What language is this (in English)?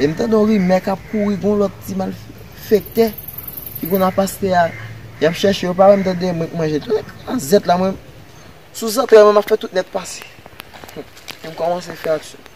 Haitian Creole